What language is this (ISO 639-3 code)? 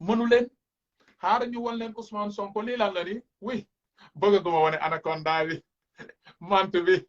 wol